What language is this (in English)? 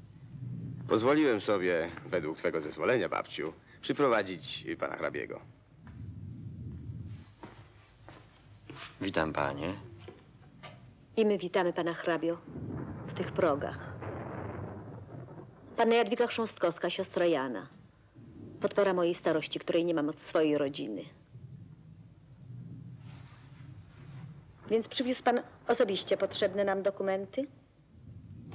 Polish